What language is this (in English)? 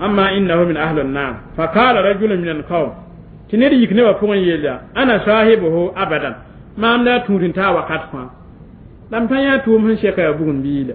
Mossi